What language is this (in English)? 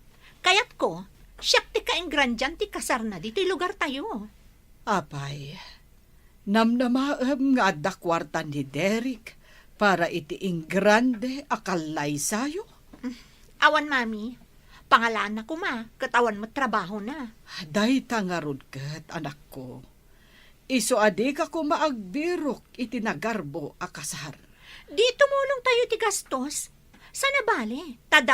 Iloko